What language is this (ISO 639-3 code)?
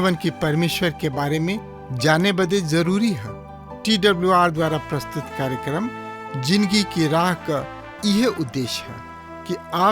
bho